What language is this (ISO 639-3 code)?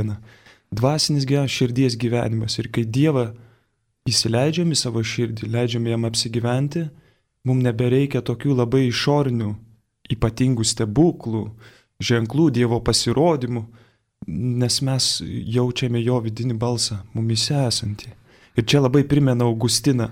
lit